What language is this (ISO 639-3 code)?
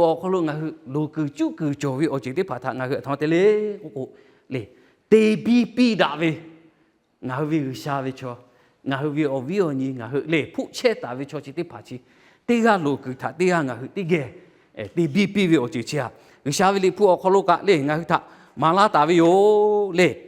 lhu